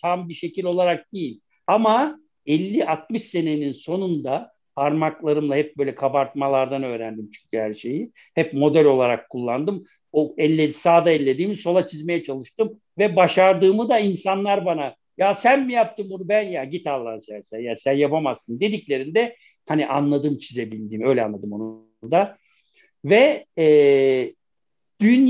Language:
Turkish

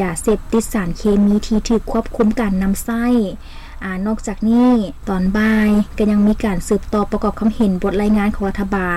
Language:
Lao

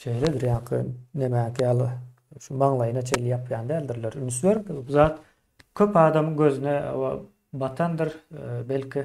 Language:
Turkmen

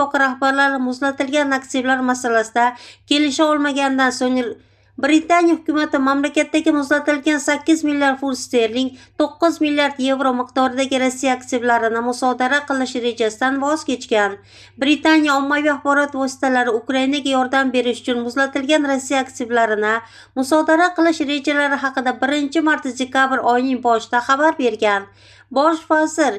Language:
Uzbek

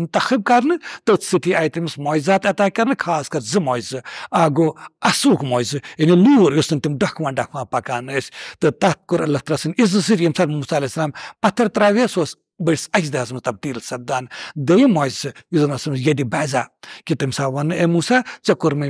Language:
Kashmiri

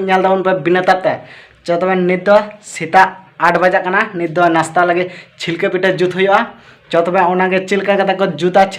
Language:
Santali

